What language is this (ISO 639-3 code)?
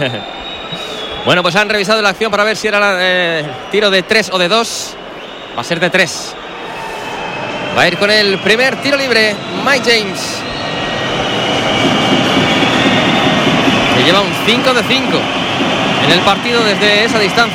spa